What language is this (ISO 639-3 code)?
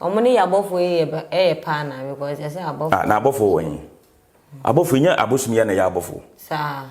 aka